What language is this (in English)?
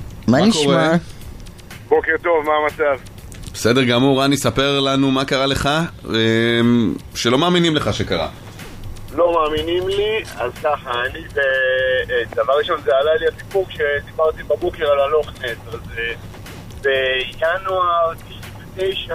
Hebrew